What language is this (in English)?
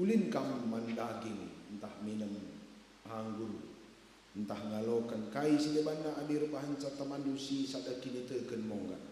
Batak Karo